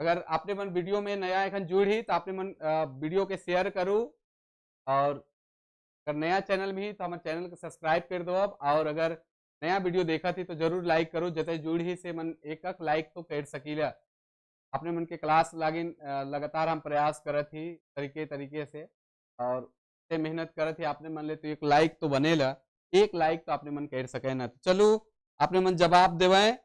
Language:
Sadri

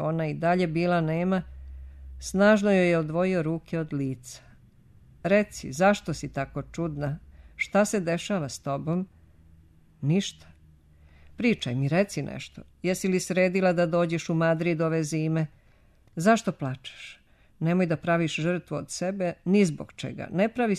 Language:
Serbian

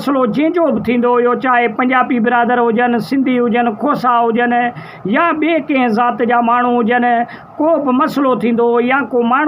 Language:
Sindhi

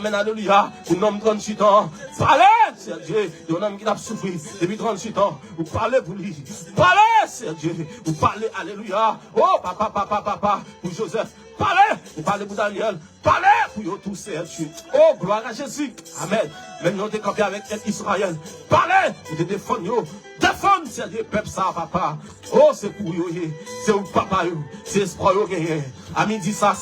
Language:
Haitian Creole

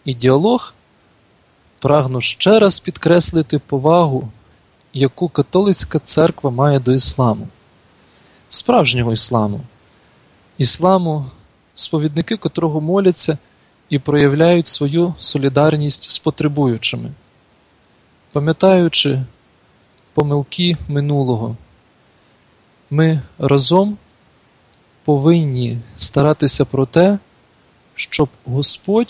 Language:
Ukrainian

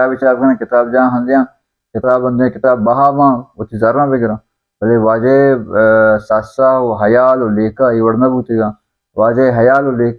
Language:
Baluchi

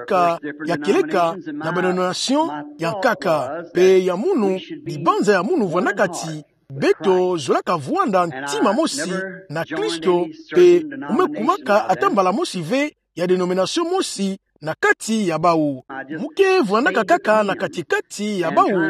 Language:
Kituba (Democratic Republic of Congo)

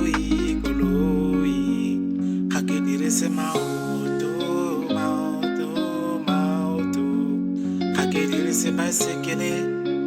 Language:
Tswana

